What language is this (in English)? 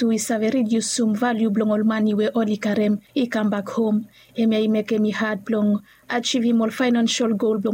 Bislama